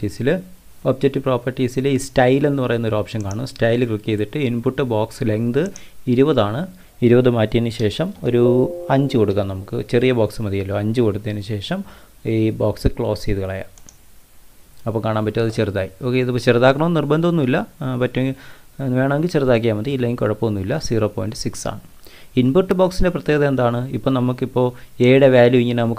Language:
Malayalam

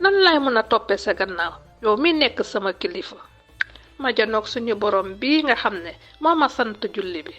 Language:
Wolof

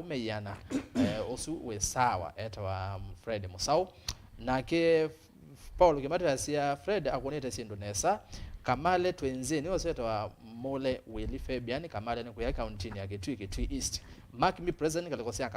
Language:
Kamba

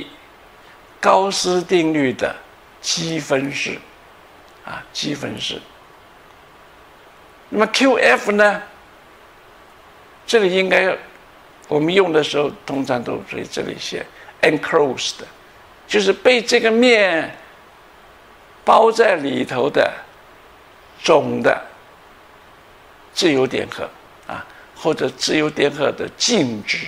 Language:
Chinese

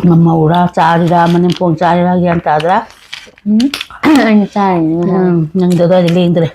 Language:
Manipuri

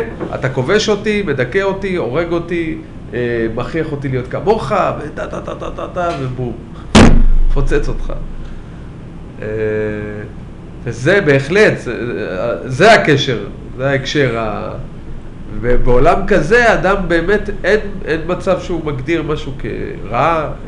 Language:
Hebrew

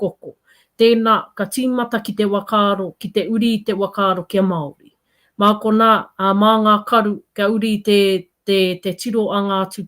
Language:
Māori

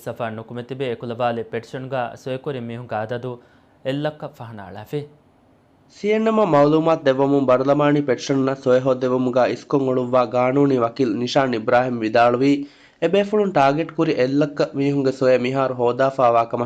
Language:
Divehi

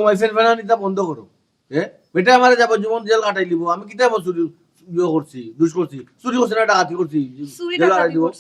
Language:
Sylheti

